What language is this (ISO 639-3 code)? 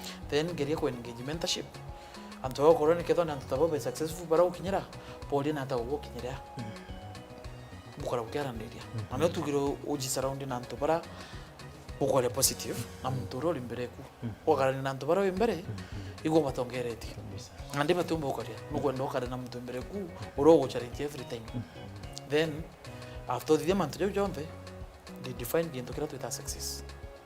mer